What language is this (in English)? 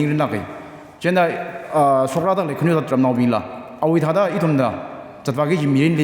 Tangkhul Naga (India)